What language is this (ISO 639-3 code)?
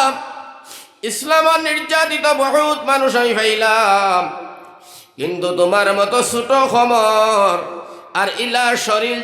syl